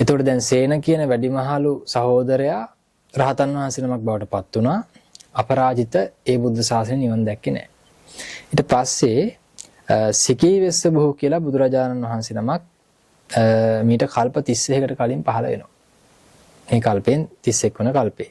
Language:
Sinhala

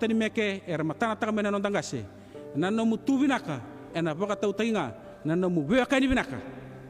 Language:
Fijian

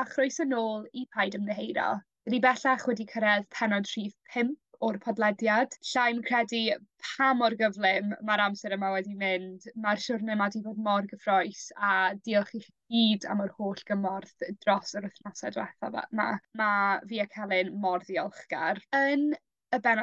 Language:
Welsh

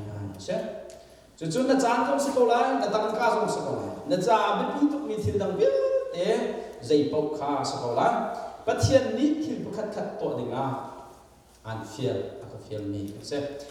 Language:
Hakha Chin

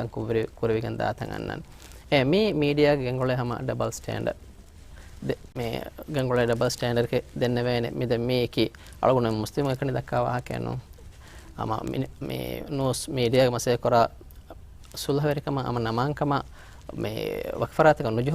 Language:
Divehi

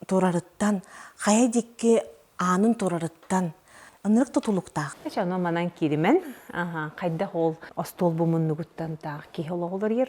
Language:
Yakut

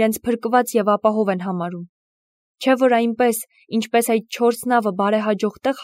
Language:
Armenian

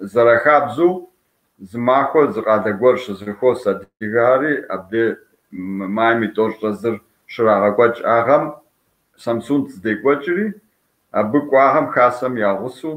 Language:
Kabardian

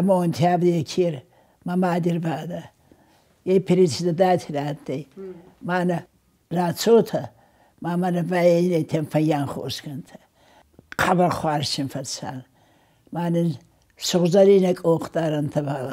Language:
Ossetic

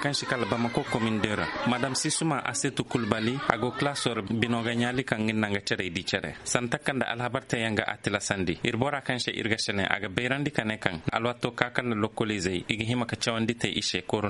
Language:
Koyraboro Senni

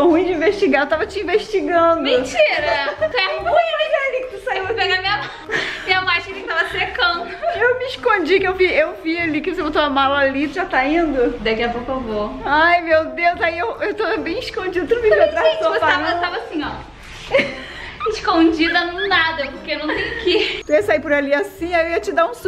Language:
Portuguese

